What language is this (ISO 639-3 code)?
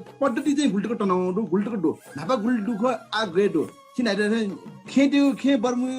new